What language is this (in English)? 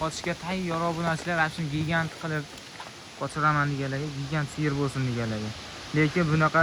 Uzbek